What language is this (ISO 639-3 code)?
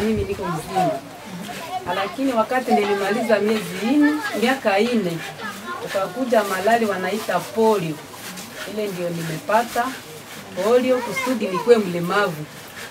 swa